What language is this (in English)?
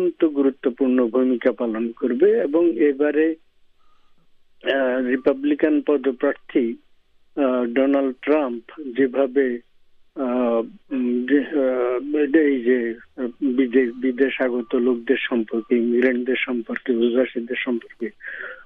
Bangla